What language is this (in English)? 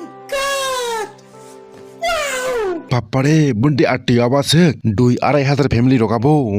Kok Borok